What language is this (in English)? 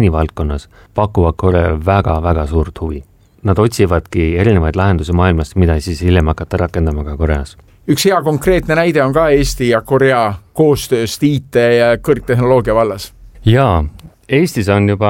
Estonian